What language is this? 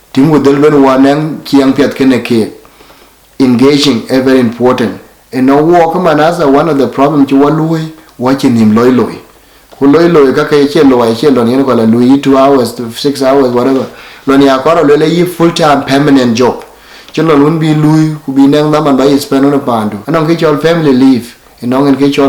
Dinka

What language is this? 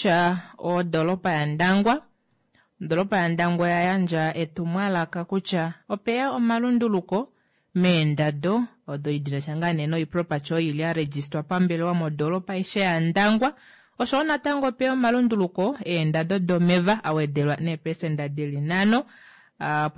Kuanyama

